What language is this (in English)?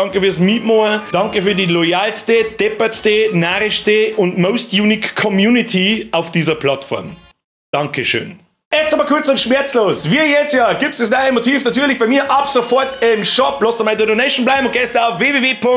Bavarian